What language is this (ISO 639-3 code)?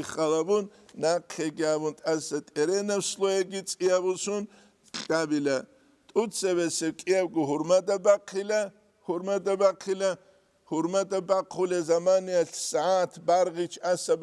ava